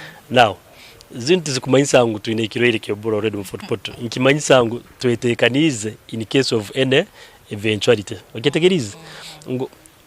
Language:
Nyankole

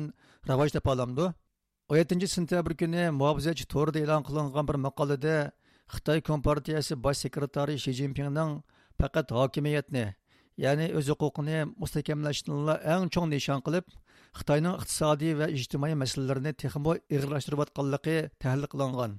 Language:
Uyghur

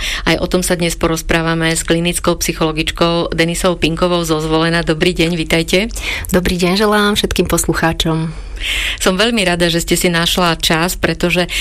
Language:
Slovak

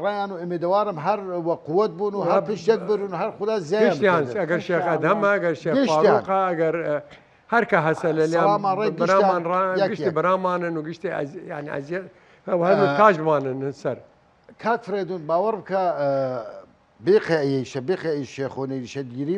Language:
Southern Kurdish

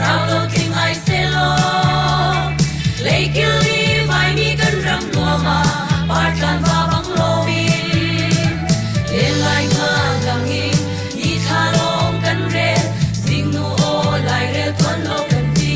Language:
Hakha Chin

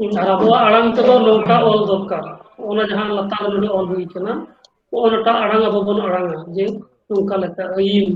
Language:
Santali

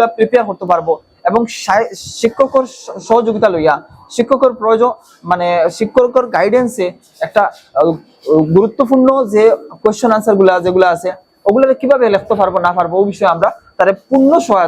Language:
Sylheti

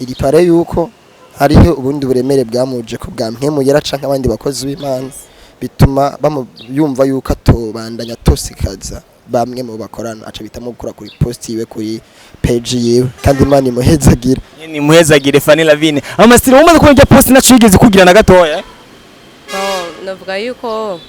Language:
Rundi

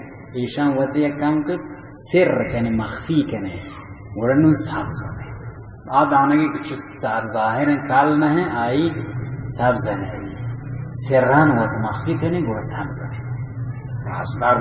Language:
Baluchi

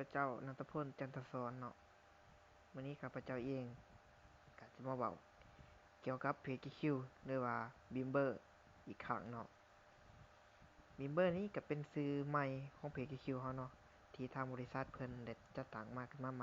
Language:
Lao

